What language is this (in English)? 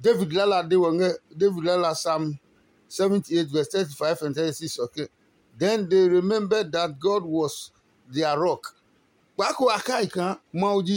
Adangme